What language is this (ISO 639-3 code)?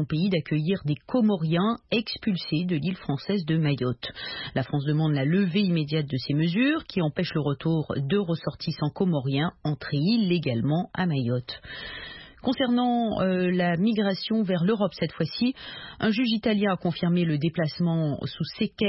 fra